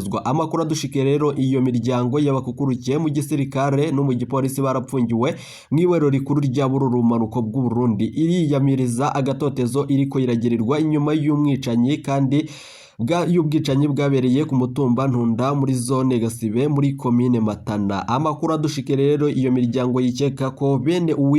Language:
Rundi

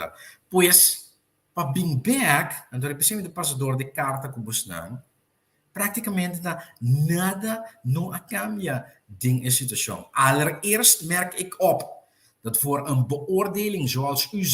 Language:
Papiamento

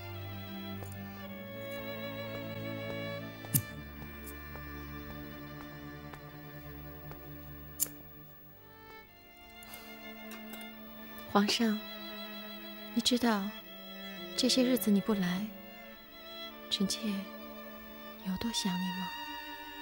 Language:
Chinese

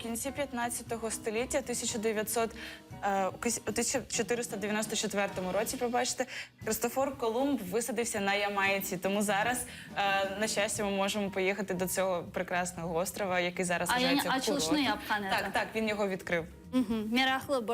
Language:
Crimean Tatar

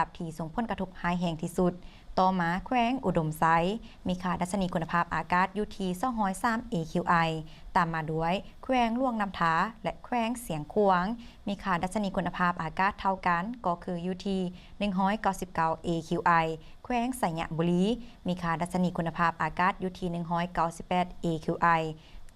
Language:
Lao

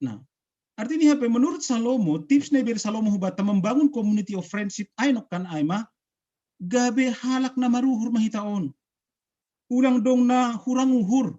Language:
Batak Simalungun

